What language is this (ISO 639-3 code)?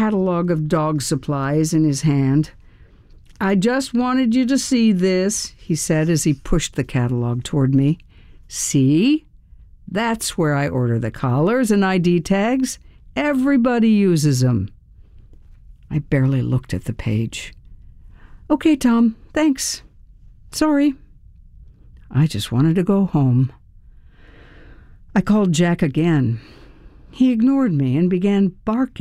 eng